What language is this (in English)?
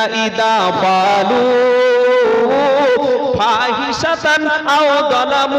Bangla